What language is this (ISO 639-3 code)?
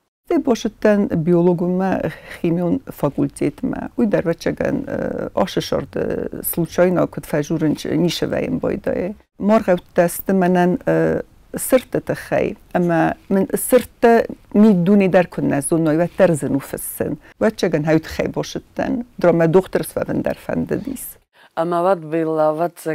oss